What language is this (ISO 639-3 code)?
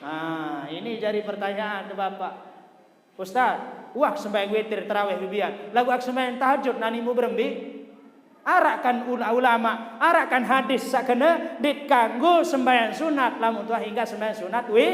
sas